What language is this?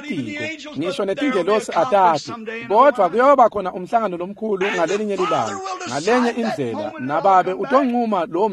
Swati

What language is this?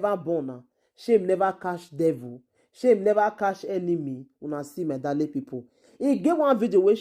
Nigerian Pidgin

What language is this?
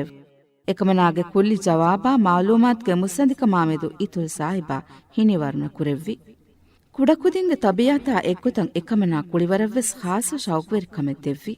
Divehi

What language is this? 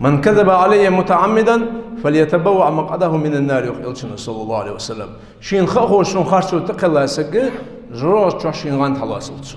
Ingush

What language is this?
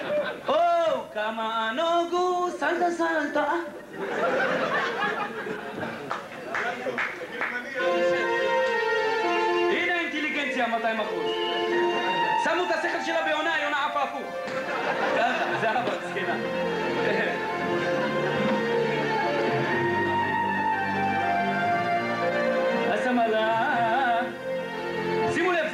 Hebrew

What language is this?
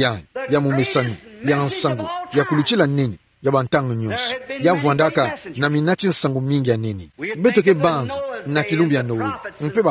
Kituba (Democratic Republic of Congo)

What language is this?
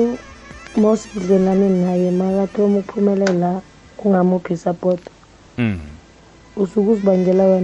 South Ndebele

